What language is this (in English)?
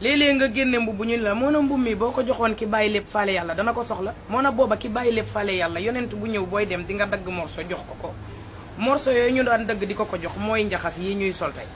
Wolof